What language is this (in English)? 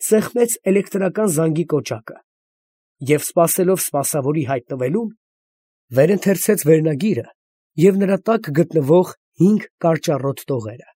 Armenian